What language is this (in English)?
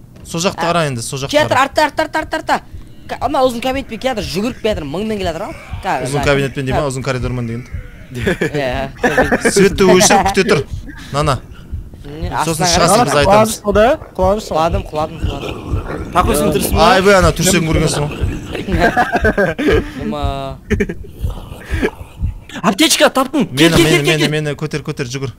Kazakh